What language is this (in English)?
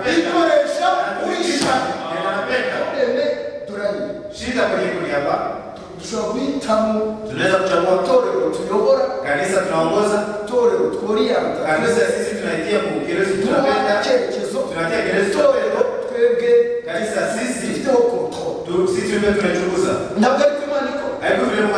Kinyarwanda